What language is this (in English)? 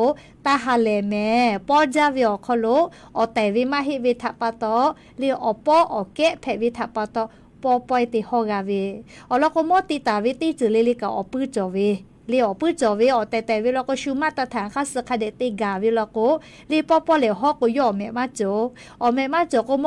Lahu